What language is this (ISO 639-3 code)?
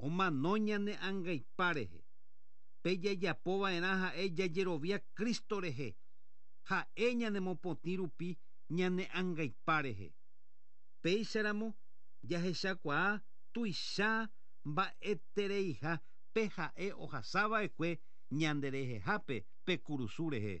grn